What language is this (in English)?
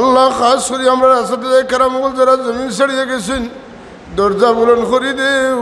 Sylheti